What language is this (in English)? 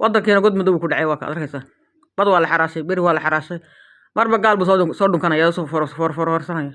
Somali